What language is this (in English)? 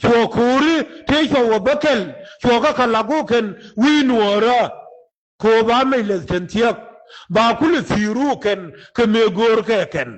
Nuer